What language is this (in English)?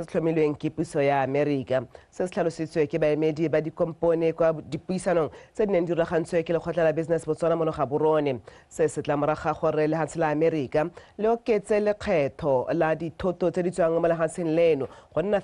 Tswana